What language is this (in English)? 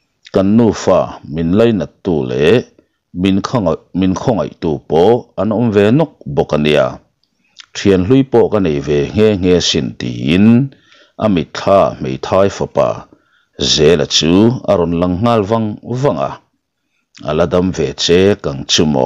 Mizo